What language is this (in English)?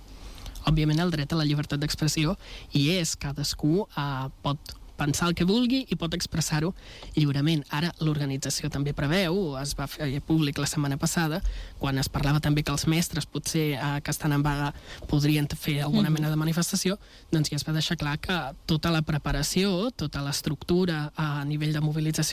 Catalan